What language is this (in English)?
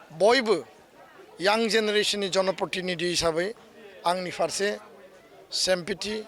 Bodo